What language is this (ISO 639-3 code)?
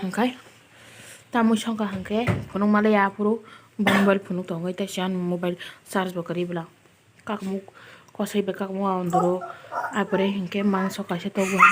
trp